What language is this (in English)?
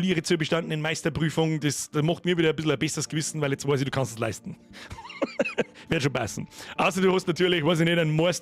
Bavarian